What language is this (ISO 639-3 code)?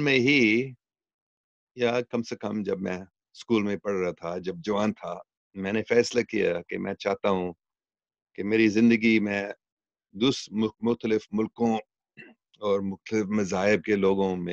urd